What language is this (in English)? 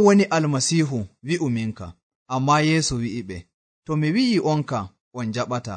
Nigerian Fulfulde